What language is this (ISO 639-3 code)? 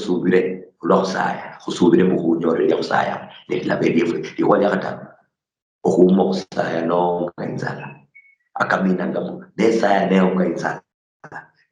luy